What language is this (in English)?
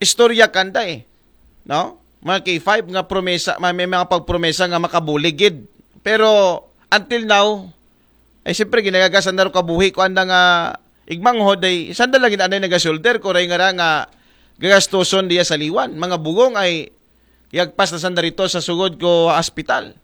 Aklanon